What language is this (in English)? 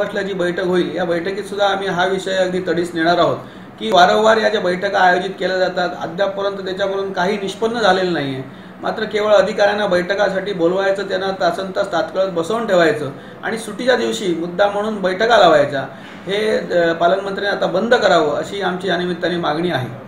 Marathi